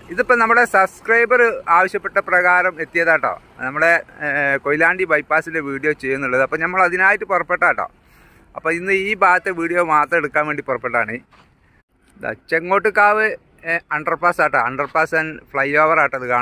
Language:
Malayalam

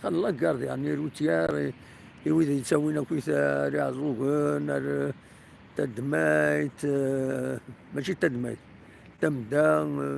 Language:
Kabyle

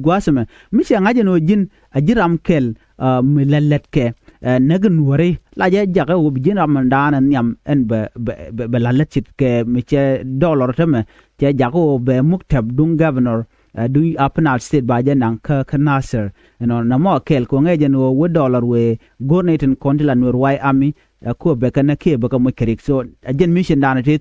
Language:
Nuer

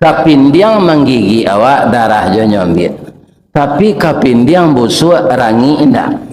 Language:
Minangkabau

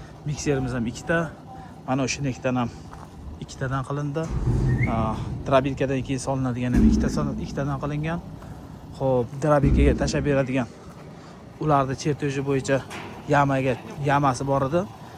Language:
Uzbek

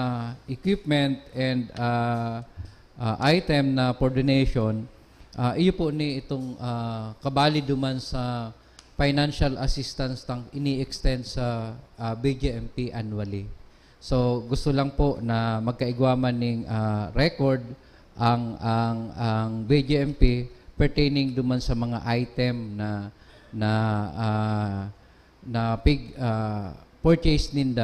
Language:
Bikol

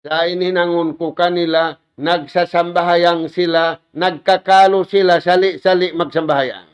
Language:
Tausug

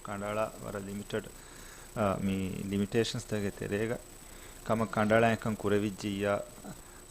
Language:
Divehi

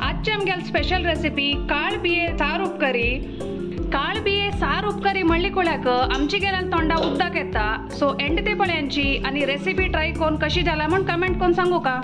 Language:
Konkani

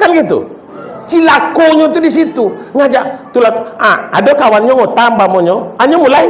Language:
Minangkabau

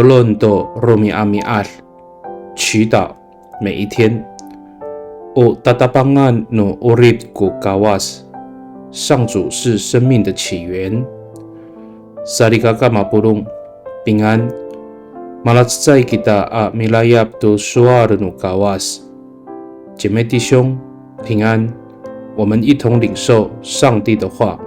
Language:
Amis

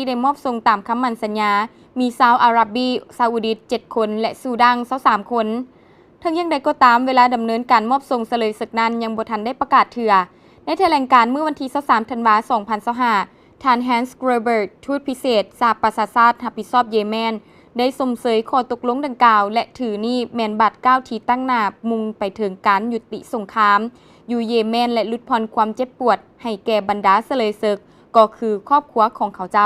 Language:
Lao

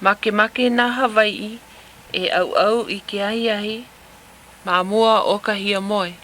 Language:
Hawaiian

